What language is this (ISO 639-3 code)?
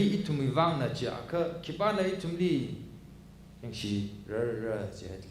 nmf